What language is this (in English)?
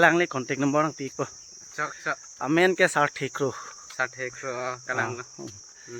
Karbi